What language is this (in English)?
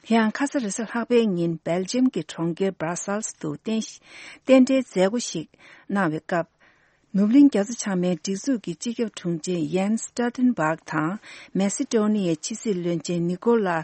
Tibetan